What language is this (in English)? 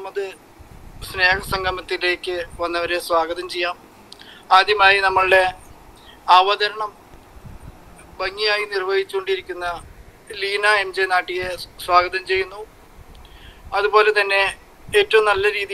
Malayalam